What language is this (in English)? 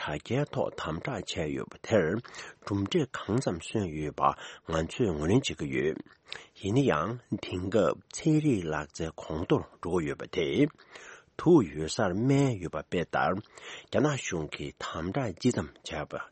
Tibetan